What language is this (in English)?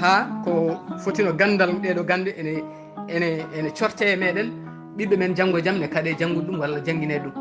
Fula